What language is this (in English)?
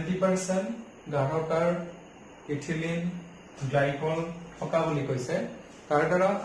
Assamese